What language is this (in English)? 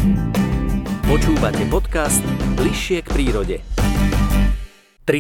Slovak